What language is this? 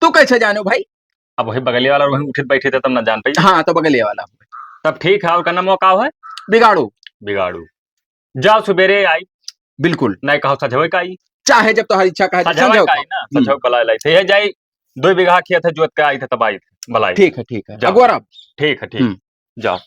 Awadhi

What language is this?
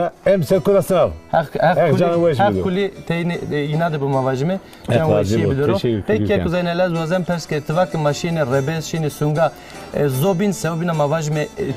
Zaza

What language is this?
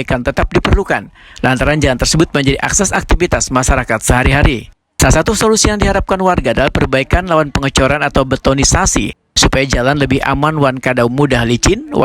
Banjar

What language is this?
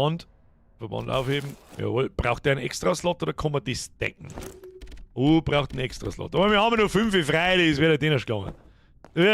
Bavarian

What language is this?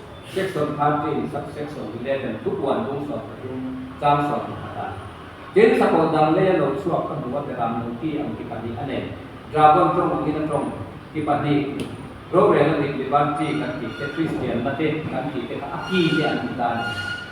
Mizo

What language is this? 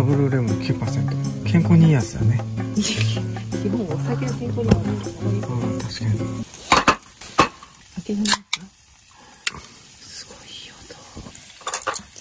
Japanese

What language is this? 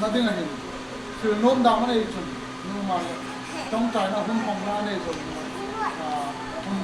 Hmar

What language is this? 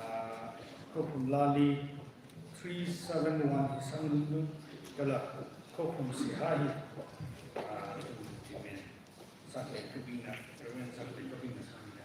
Tangkhul Naga (India)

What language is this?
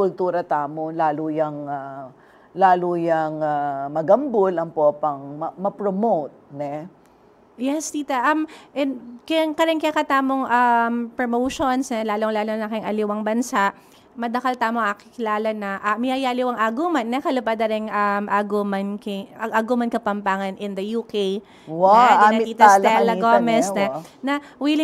Pampanga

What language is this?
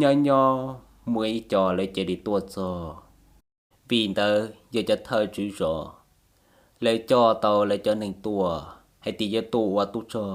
Hmong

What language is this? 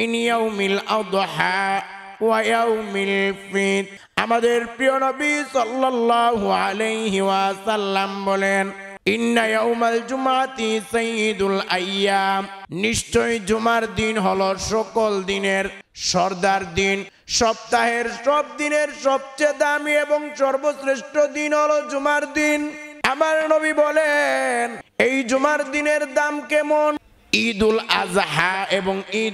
Bangla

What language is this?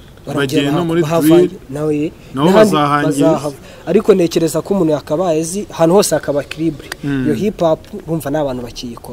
Kinyarwanda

